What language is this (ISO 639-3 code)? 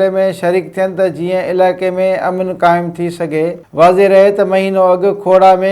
snd